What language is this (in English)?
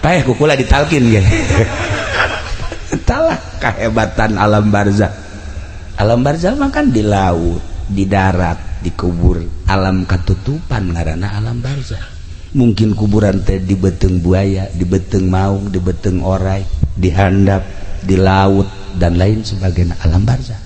Sundanese